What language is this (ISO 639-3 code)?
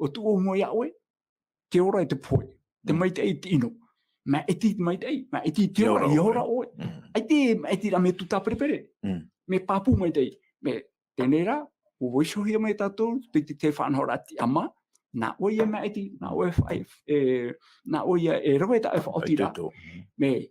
tah